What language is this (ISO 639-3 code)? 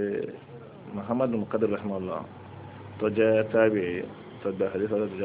yor